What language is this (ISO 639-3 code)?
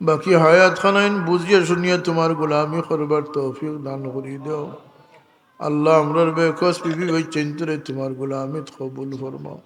syl